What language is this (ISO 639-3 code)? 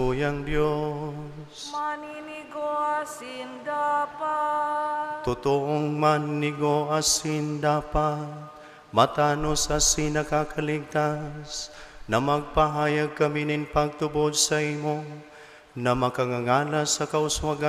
bik